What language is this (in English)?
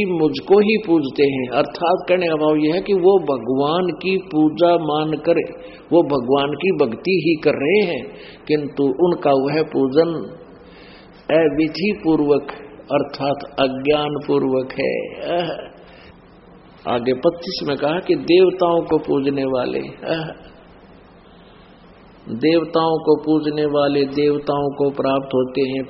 Hindi